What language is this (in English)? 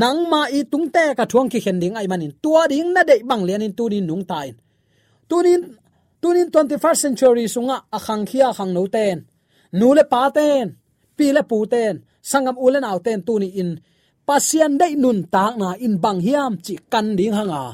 Tedim Chin